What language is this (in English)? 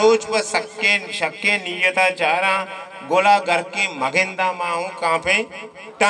Baluchi